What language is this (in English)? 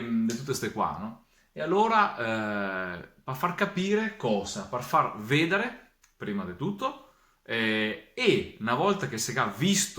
Venetian